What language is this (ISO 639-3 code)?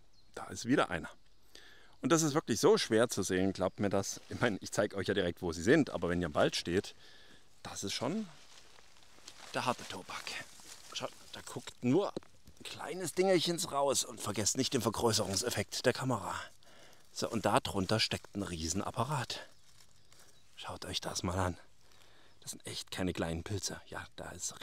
deu